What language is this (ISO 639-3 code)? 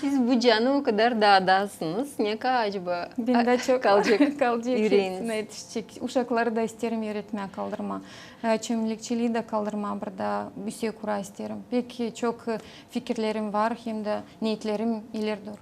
gag